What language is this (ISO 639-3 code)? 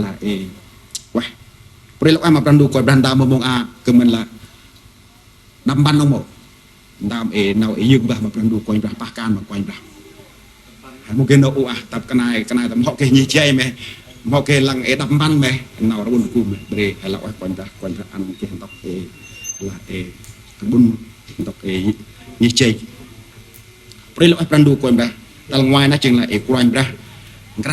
cmo